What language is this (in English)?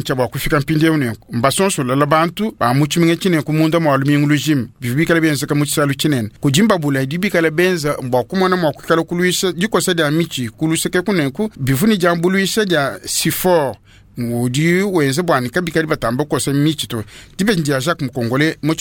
Luba-Lulua